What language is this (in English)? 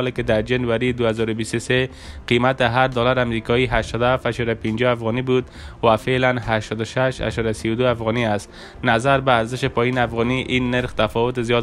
Persian